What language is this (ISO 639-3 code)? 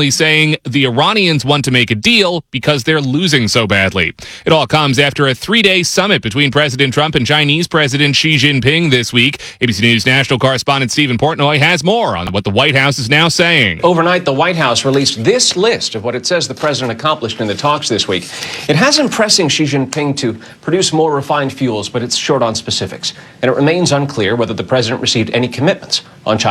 eng